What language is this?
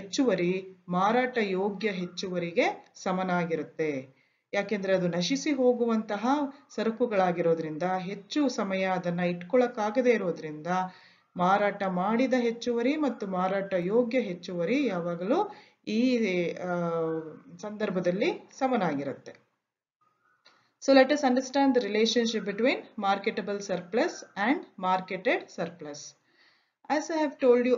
Kannada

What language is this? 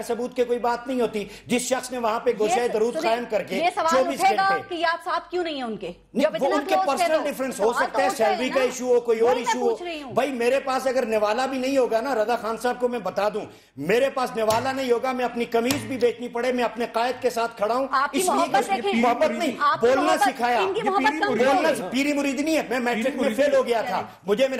Urdu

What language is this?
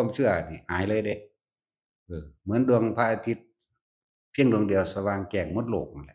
Northeastern Thai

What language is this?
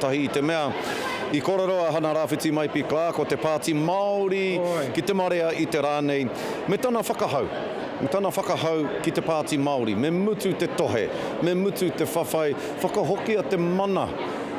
Māori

